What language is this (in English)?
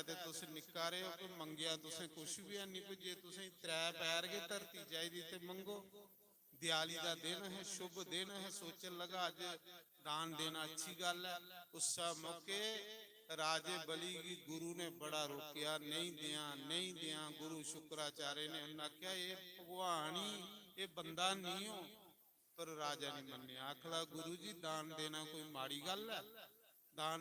Dogri